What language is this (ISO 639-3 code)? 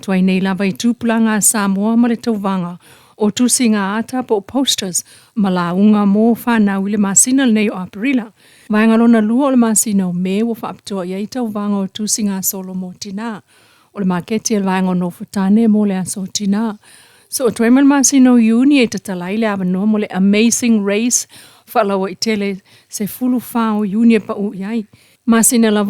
smo